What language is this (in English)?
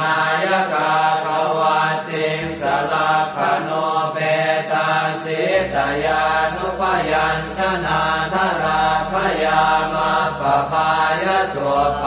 Pali